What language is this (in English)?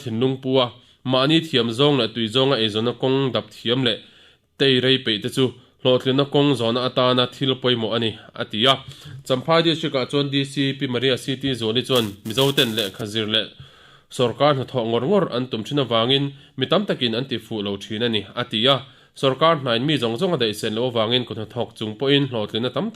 Mizo